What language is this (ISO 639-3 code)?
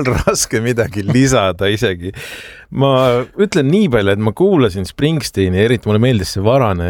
est